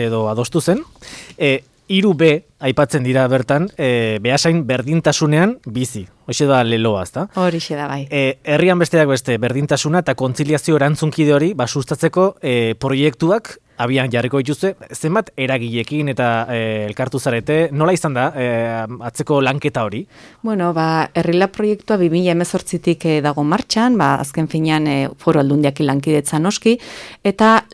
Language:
Basque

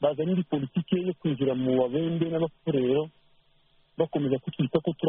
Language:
Kinyarwanda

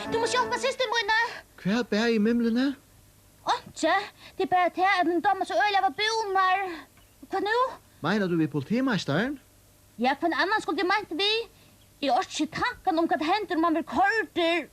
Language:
Faroese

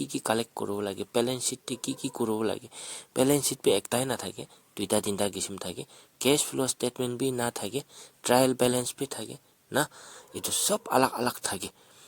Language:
Naga Pidgin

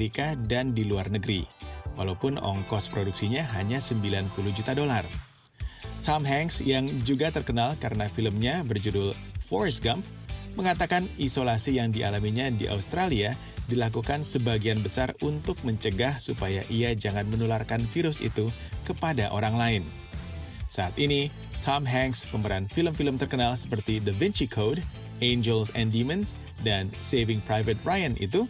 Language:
Indonesian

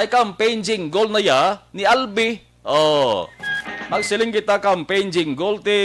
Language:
Hiligaynon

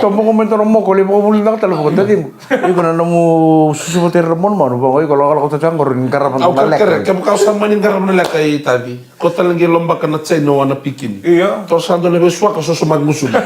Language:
Fijian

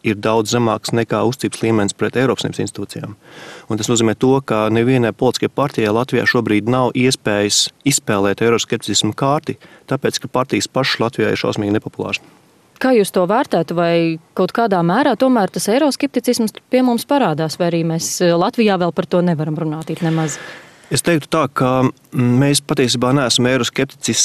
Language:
Latvian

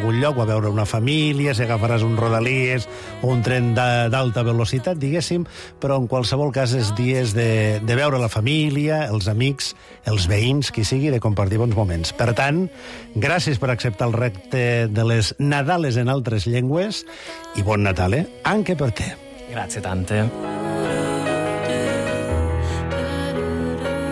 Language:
Catalan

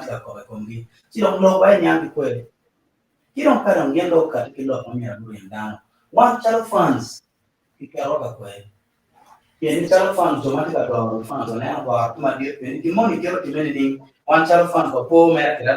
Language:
Acoli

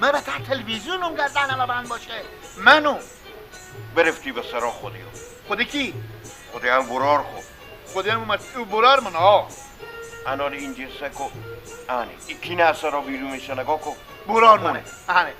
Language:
Persian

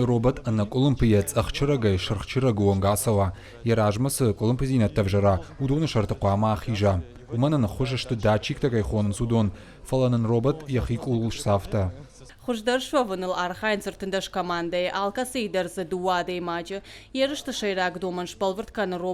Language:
Ossetic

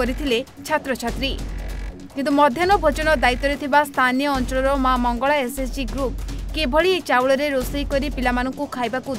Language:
Odia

